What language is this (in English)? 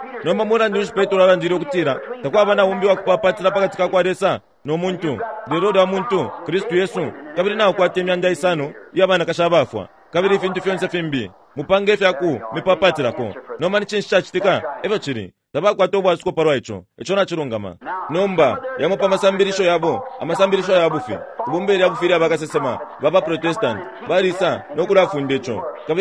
Bemba